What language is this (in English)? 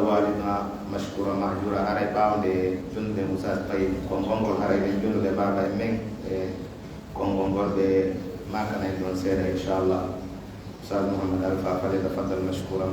Pular